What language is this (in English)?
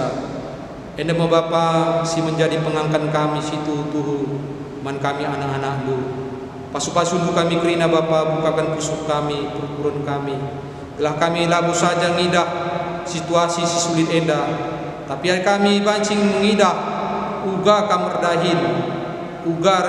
Batak Karo